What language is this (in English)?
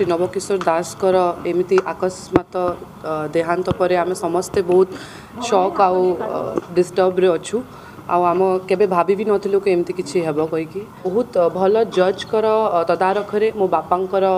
Odia